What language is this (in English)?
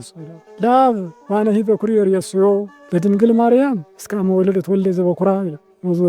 Amharic